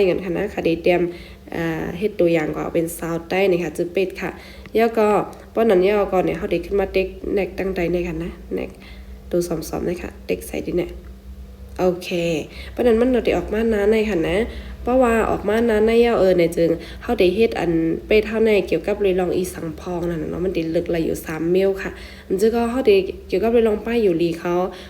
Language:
Shan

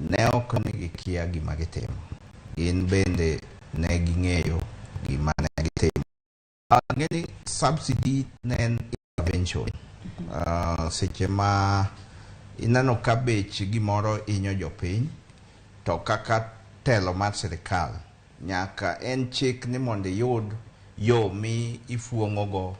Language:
Luo (Kenya and Tanzania)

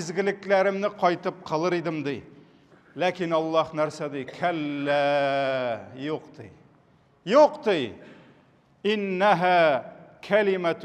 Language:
Tatar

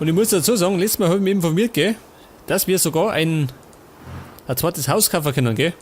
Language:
Bavarian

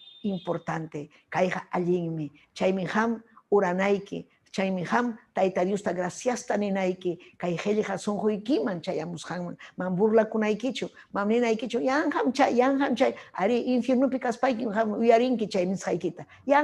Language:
Ayacucho Quechua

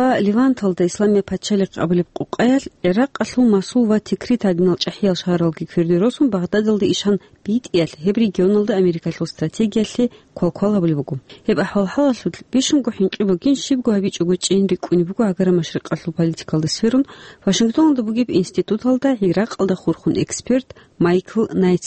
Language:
Avaric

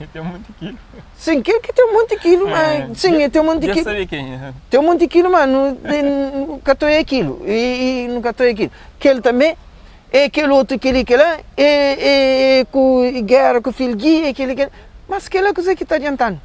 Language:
Kabuverdianu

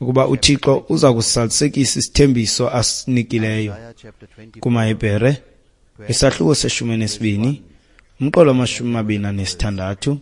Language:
Xhosa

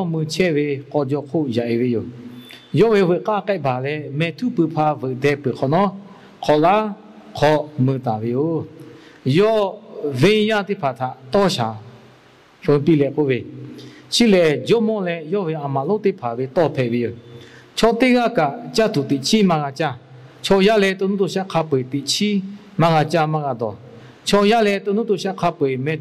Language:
Lahu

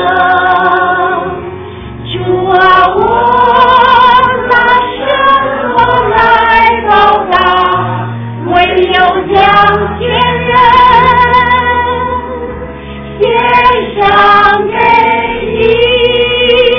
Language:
Chinese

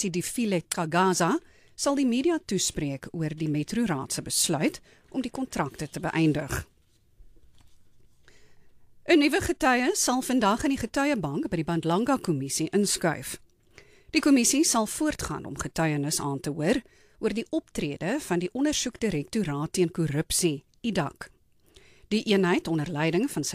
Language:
Afrikaans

